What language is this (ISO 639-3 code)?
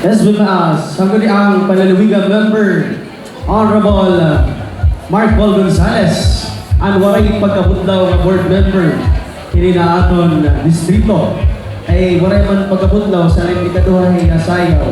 war